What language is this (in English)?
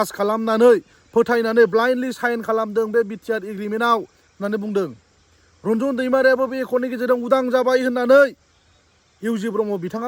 Bodo